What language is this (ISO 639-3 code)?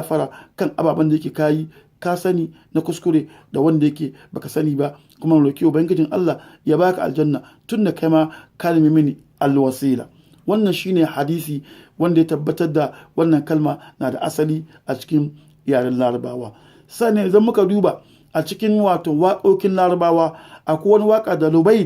hau